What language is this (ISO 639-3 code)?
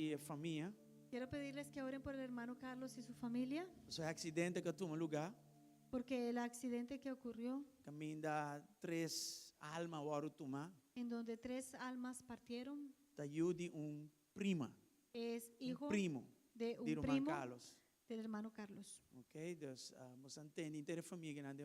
pap